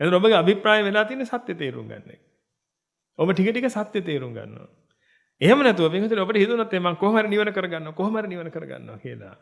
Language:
Sinhala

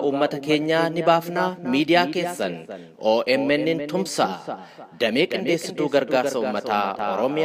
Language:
Oromo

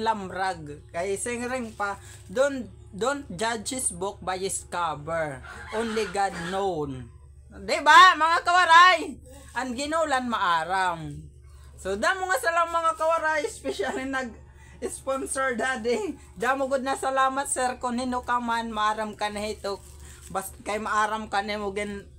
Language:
Waray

